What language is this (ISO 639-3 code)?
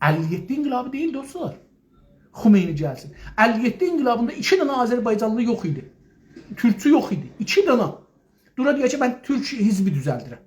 azb